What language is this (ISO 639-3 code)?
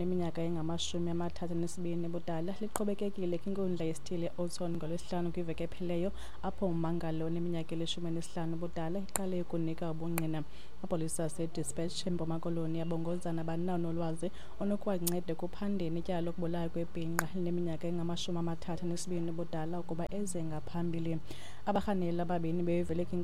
xho